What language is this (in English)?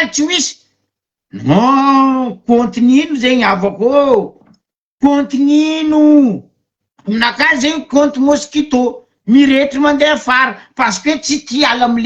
Malagasy